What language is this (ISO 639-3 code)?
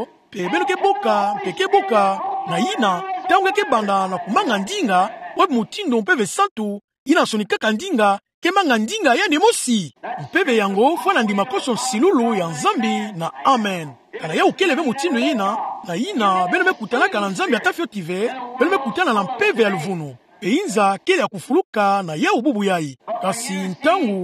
ktu